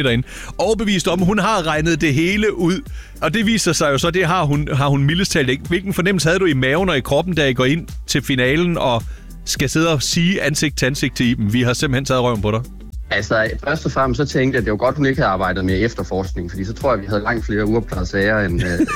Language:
Danish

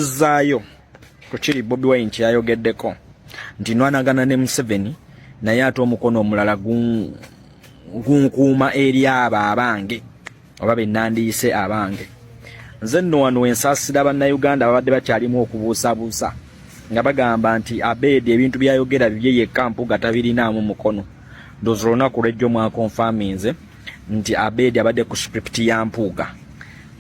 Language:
Ganda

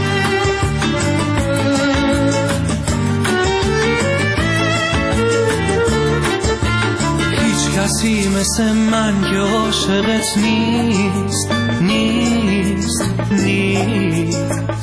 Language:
Persian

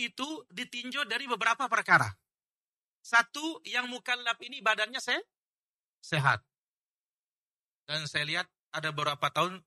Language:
Indonesian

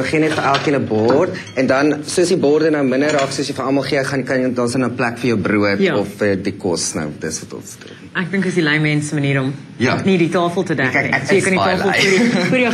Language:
Afrikaans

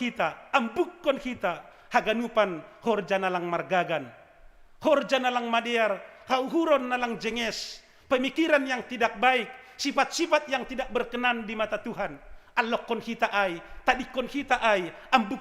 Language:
Batak Simalungun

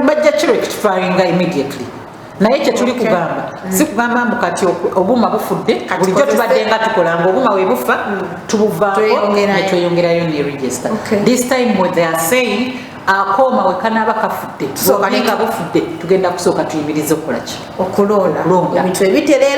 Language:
Ganda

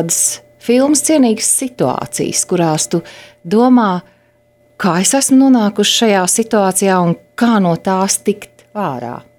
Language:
Latvian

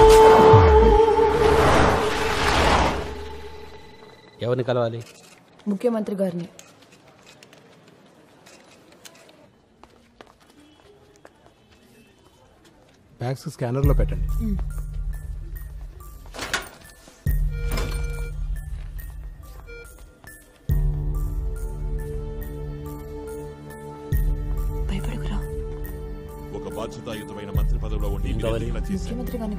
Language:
Telugu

